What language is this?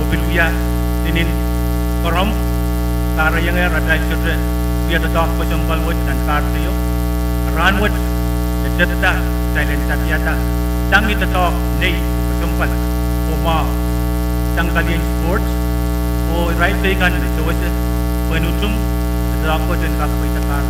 Pohnpeian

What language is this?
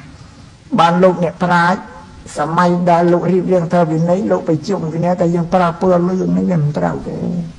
Khmer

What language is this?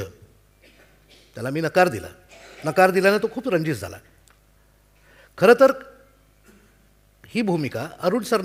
Marathi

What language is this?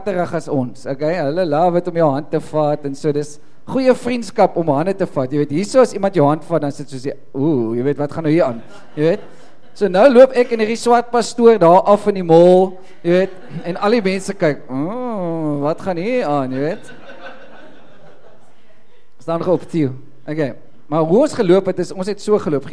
Afrikaans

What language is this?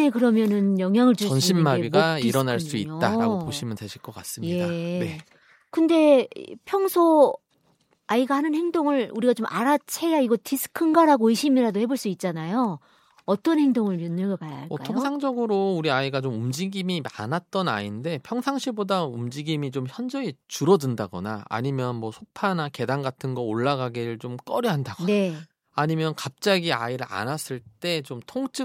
Korean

